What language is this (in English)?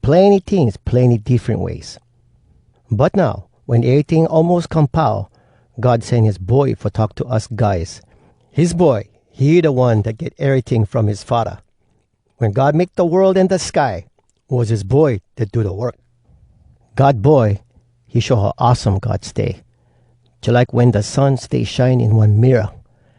Hawai'i Creole English